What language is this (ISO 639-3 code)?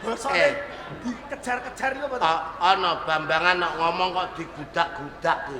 jav